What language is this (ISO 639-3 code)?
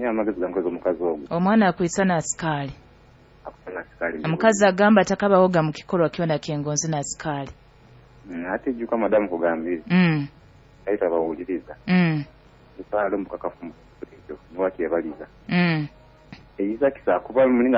nyo